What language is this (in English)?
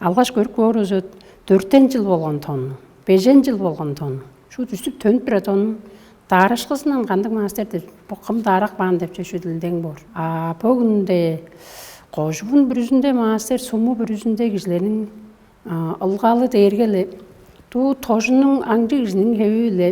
Tuvinian